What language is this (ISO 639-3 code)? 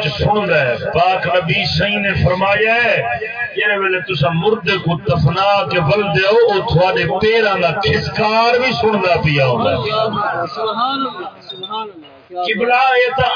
skr